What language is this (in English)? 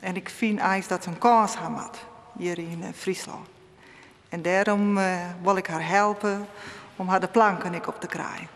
Western Frisian